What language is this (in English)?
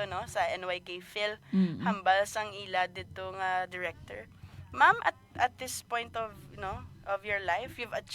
Hiligaynon